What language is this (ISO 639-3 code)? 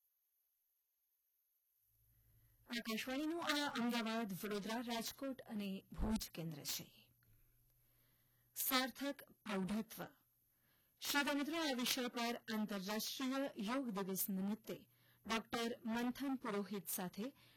guj